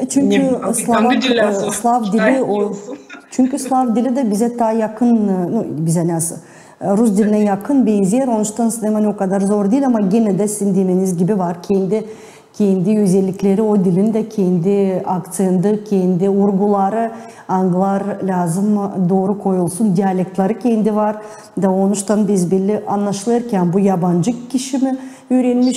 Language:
Gagauz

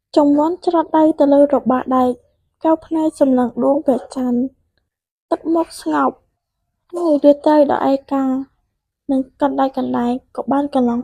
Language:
Khmer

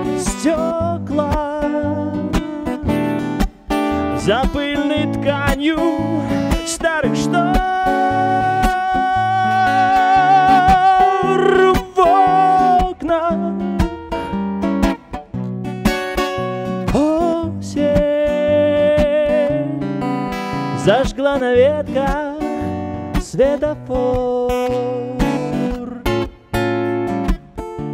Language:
Russian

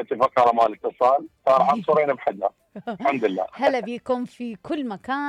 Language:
Mesopotamian Arabic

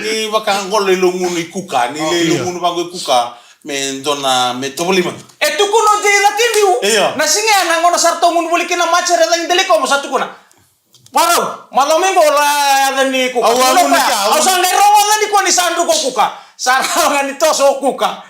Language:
Fijian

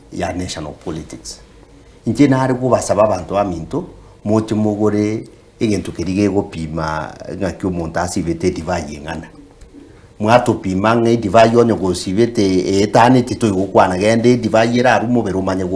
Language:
Gusii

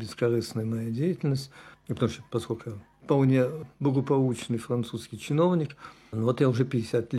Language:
Russian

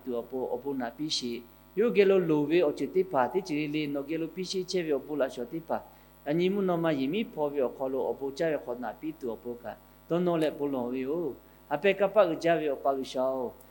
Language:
Lahu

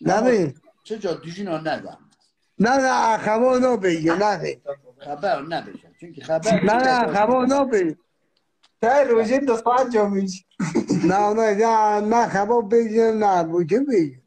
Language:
Kurdish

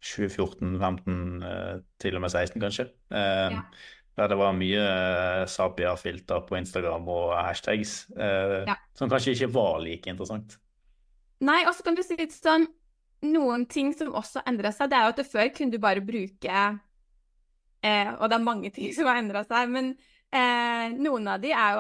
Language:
Norwegian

